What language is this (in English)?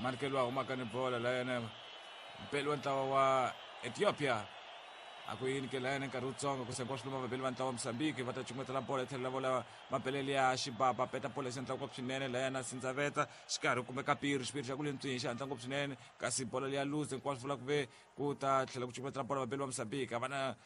Tsonga